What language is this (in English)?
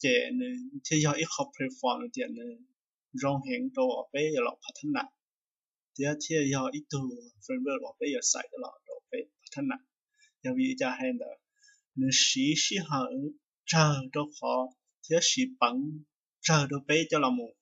Hmong